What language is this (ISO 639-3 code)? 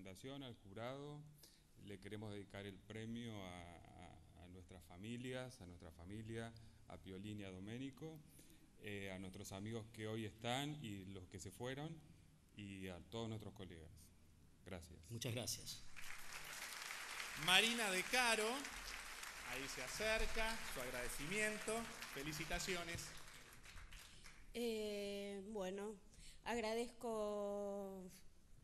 spa